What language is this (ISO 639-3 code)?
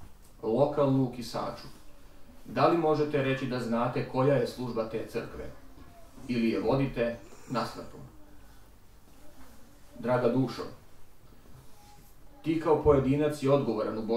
srp